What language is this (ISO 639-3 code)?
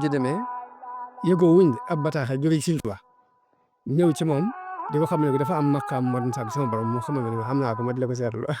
wol